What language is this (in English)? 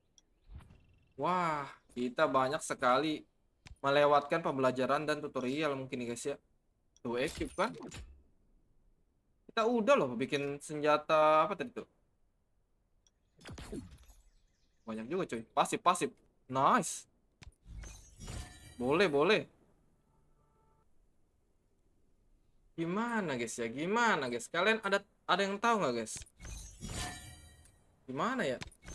Indonesian